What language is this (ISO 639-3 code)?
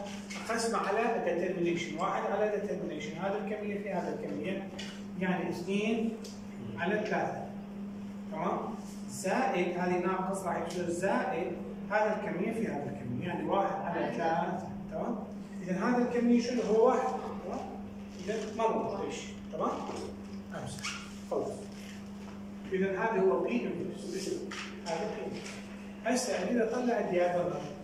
acm